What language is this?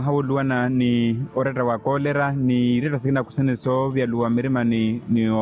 Makhuwa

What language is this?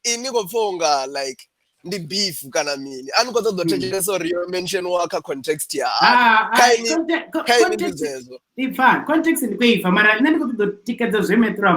Venda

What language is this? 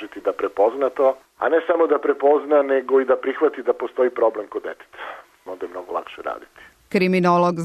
Serbian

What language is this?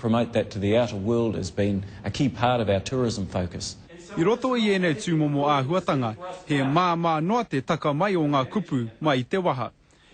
Māori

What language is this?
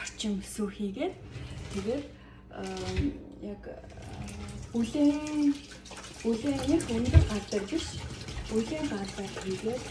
Mongolian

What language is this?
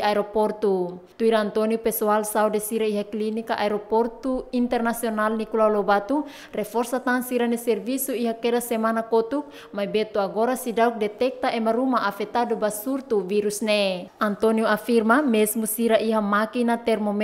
Tetum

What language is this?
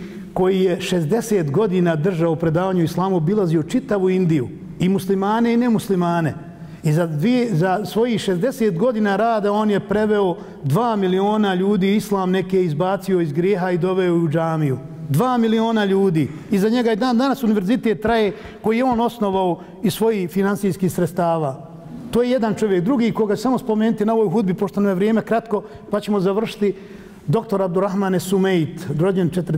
Bosnian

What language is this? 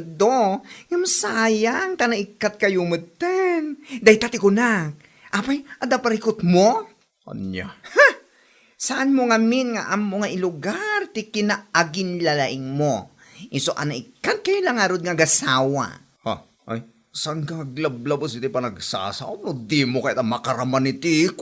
Iloko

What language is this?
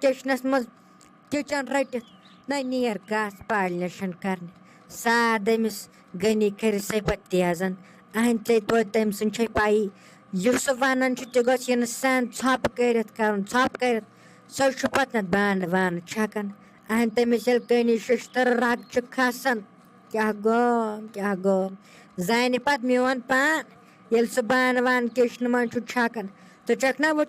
Kashmiri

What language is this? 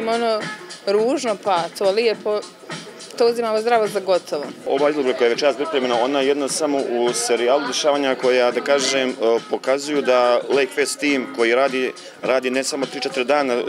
Bosnian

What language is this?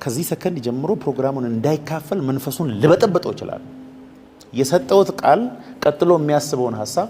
Amharic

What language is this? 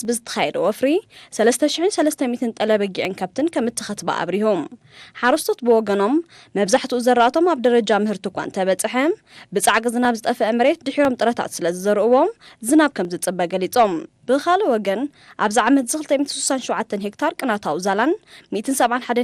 Tigrinya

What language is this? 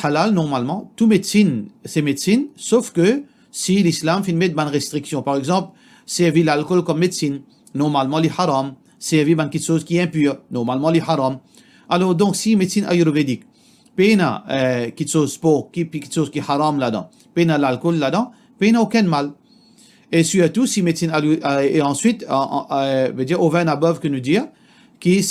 Morisyen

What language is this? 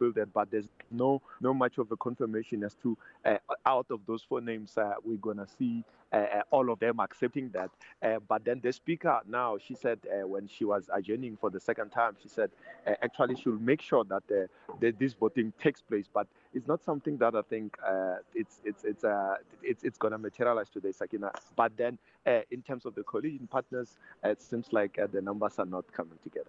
English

